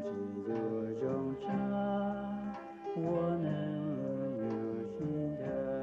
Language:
Hmong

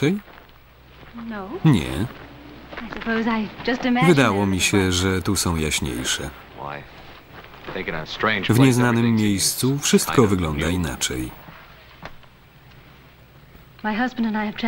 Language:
Polish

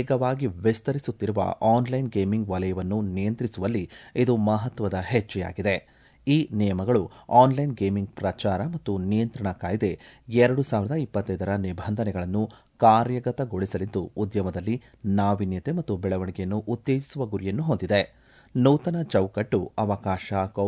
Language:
Kannada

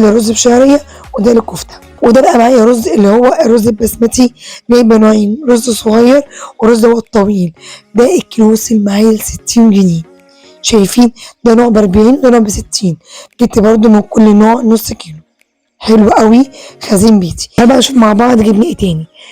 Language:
Egyptian Arabic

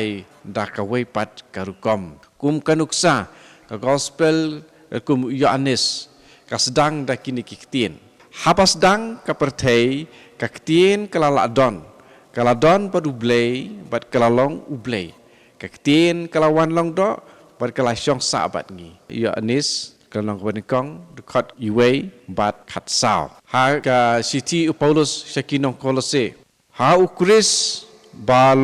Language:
Khasi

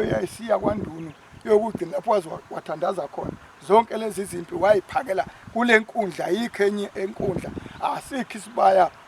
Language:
Zulu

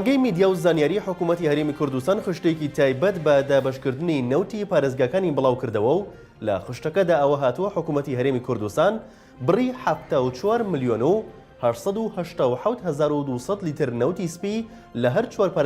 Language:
Central Kurdish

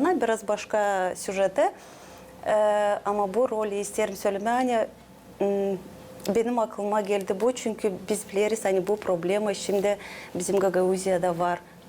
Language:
Gagauz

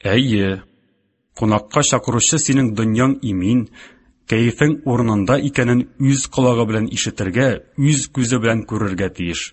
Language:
Tatar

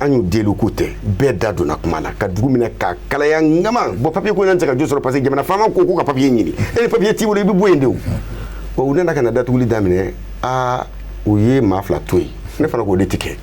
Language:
Bambara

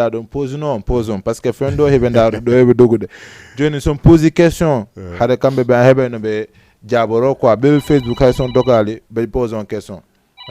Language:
Fula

